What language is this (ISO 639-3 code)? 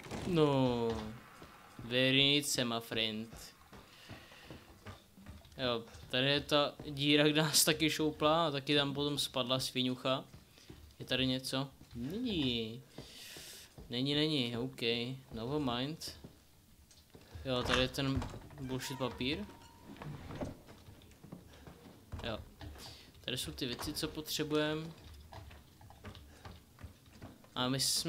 ces